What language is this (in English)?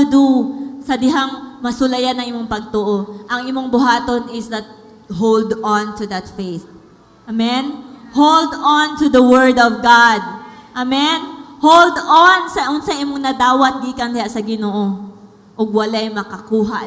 Cebuano